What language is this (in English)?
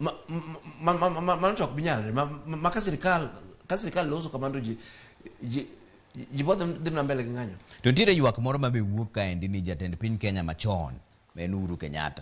Luo (Kenya and Tanzania)